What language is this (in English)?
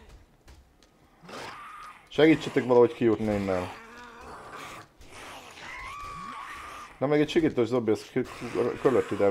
Hungarian